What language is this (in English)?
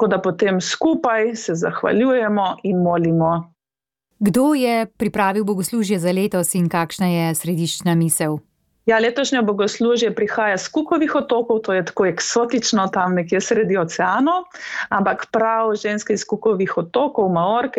Slovenian